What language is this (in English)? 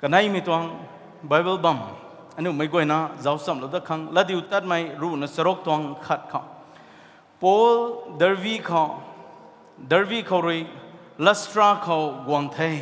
Rongmei Naga